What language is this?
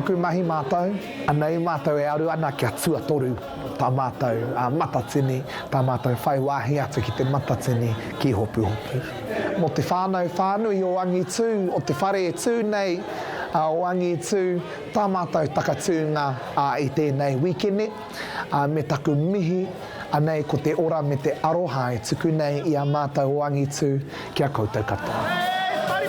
Māori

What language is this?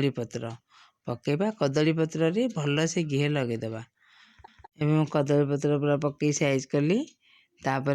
Odia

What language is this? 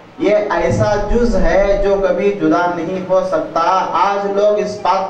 Urdu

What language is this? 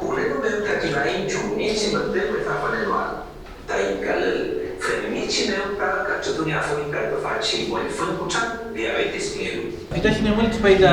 Mapuche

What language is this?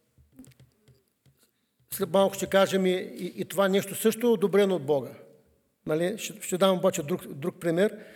Bulgarian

